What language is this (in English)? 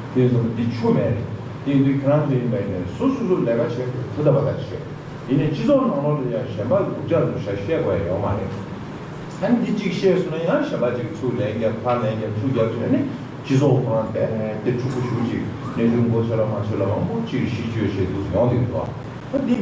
Tibetan